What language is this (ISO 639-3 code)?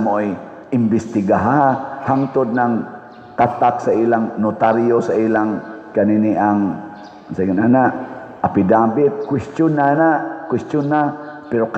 ceb